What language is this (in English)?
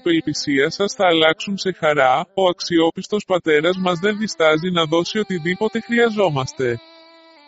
Greek